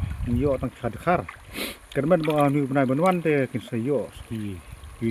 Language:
Khasi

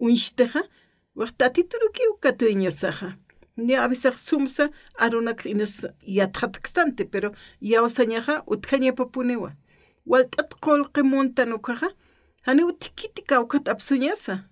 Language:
Aymara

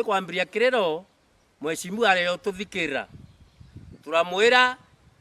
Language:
Meru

